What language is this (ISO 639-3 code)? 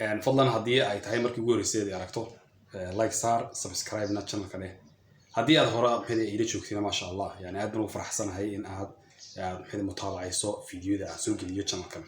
som